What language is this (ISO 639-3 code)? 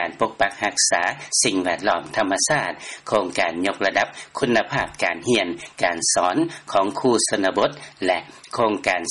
lao